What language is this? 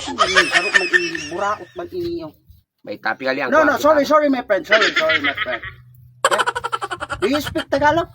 Bikol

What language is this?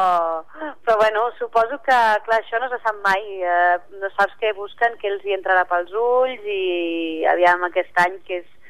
Catalan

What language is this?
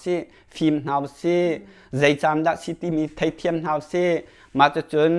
Hakha Chin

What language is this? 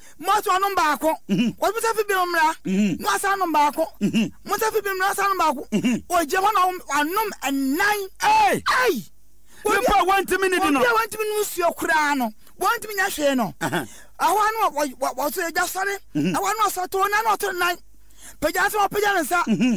Akan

